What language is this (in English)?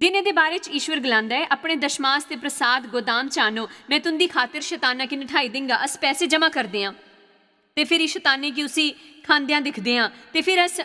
Dogri